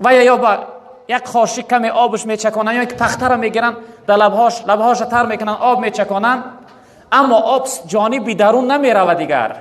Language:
Tajik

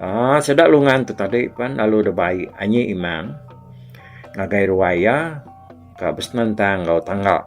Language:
Iban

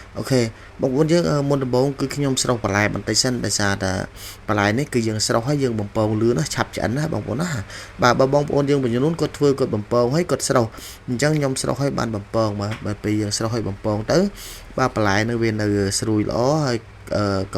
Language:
Khmer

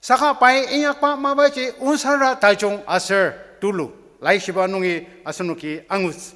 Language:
Ao Naga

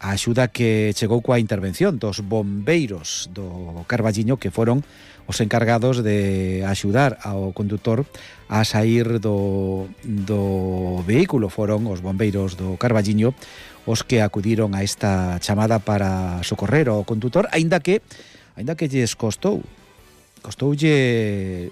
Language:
Galician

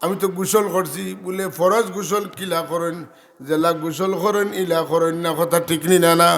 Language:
Sylheti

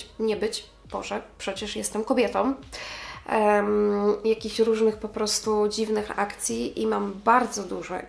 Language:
Polish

